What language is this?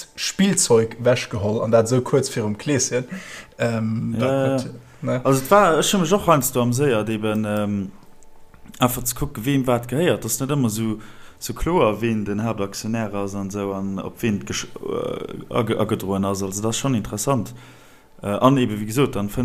Luxembourgish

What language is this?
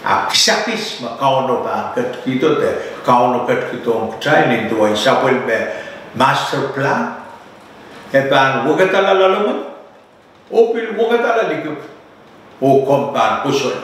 Pohnpeian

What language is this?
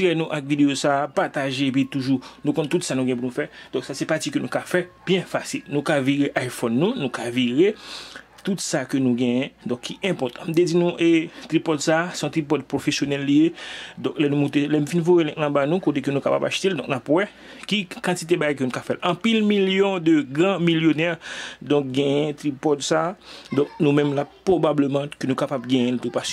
Haitian Creole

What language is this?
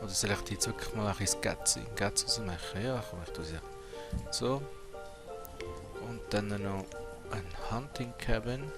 Swiss German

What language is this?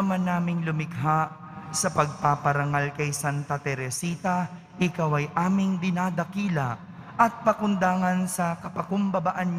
Filipino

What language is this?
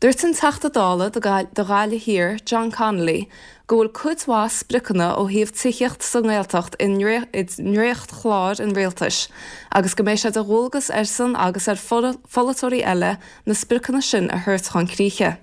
Irish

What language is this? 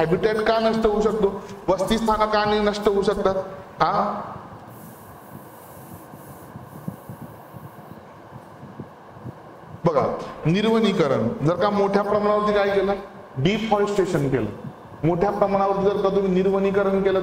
Marathi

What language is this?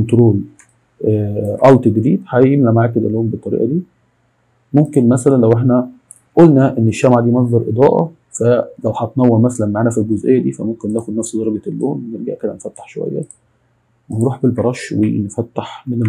Egyptian Arabic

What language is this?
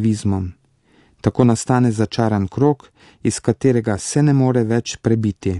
Slovenian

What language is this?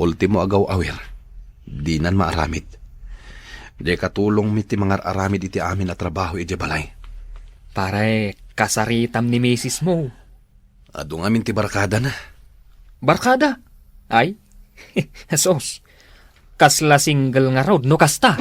Iloko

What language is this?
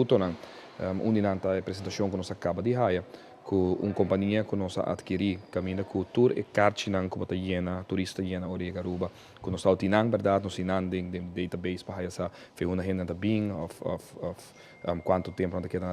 Papiamento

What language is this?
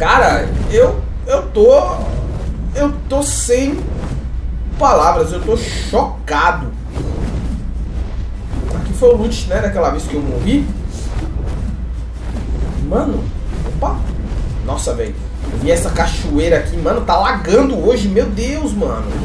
Portuguese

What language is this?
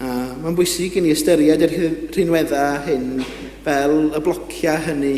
Welsh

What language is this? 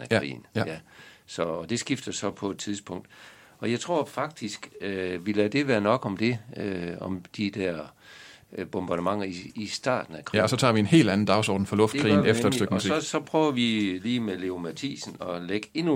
Danish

